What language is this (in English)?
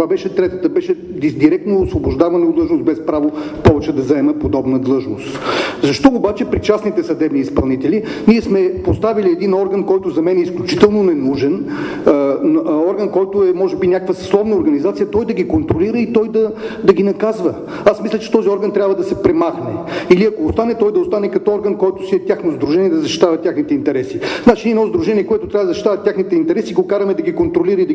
Bulgarian